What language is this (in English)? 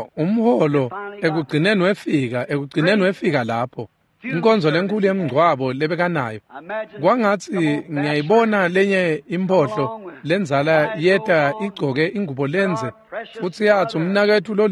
Swati